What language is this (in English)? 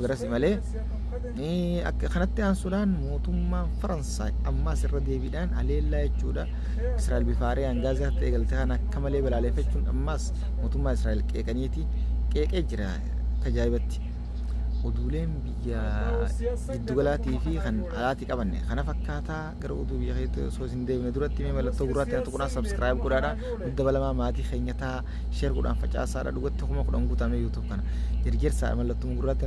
Oromo